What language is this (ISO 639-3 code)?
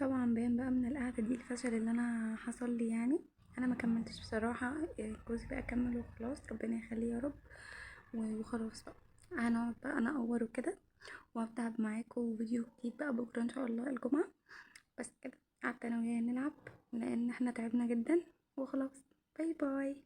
arz